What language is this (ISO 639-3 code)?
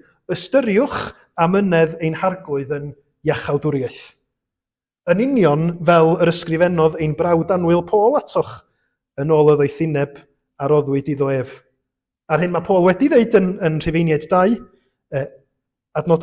cym